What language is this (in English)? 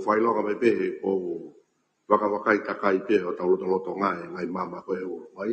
Tongan